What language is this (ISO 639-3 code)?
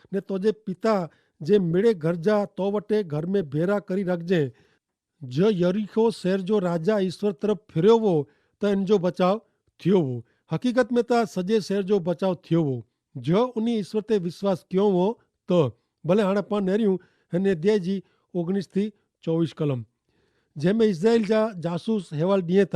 kfr